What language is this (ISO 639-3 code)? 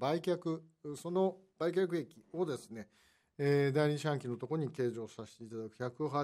jpn